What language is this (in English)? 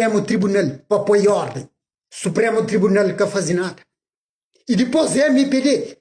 Kabuverdianu